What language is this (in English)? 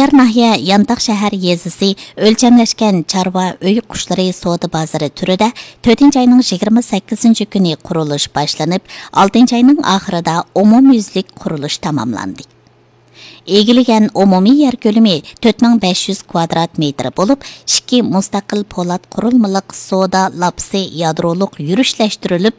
Uyghur